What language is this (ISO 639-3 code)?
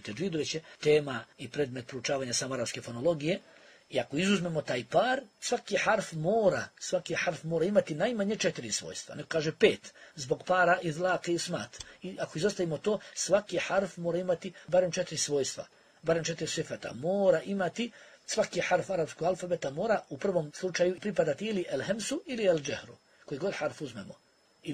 bos